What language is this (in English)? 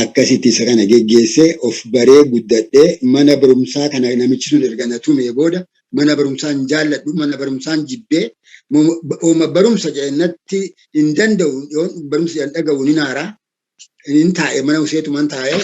Oromo